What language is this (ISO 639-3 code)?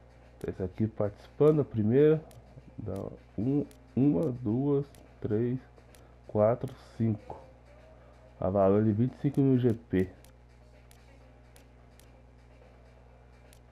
por